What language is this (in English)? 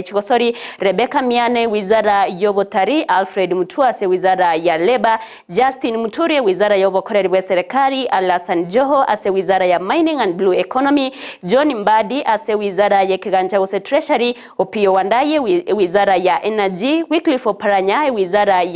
Gusii